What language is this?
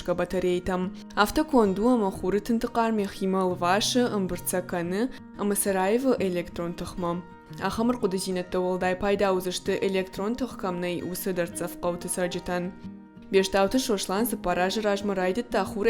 Ossetic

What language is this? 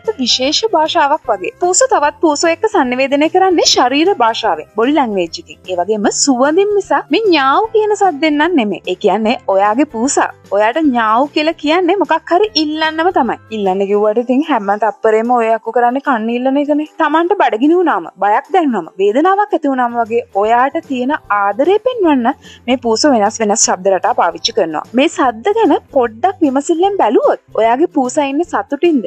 Sinhala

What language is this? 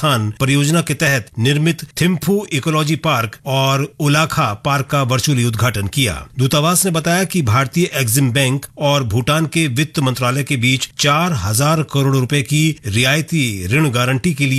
Hindi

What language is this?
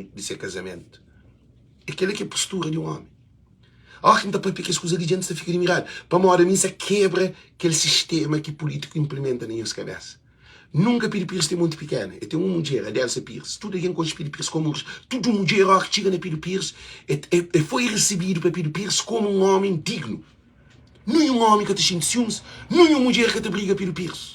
Kabuverdianu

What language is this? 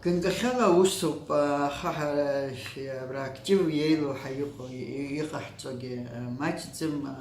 Abkhazian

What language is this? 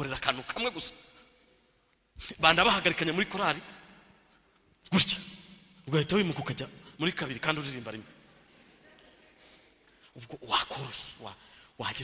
Kinyarwanda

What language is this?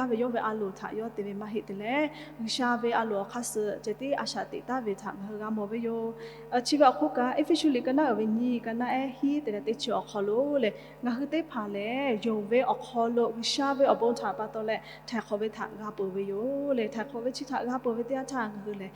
Lahu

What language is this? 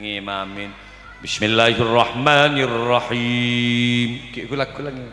Madurese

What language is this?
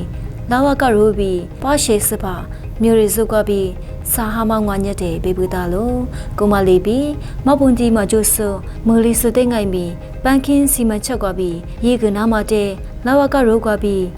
Lisu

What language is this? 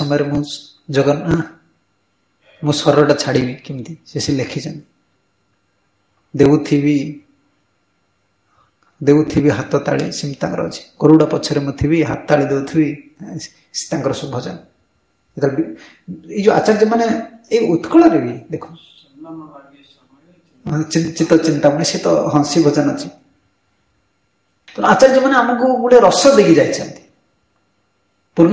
Odia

